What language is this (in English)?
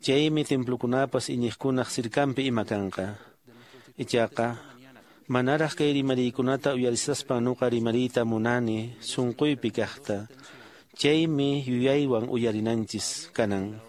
Quechua